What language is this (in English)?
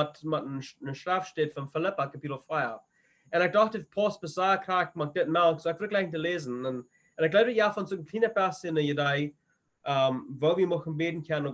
Plautdietsch